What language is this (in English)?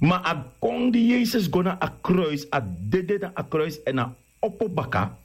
Sranan Tongo